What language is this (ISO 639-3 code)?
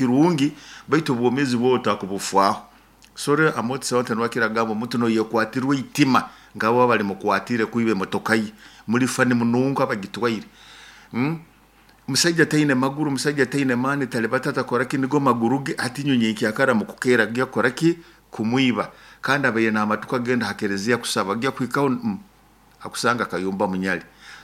nyo